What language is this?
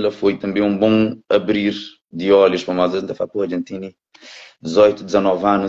Kabuverdianu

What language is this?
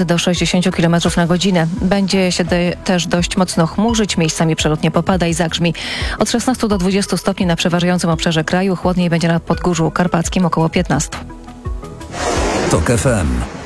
Polish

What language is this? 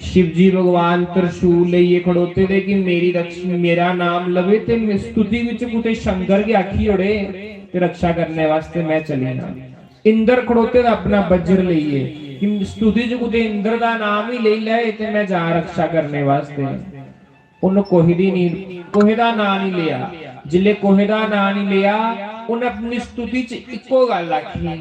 Dogri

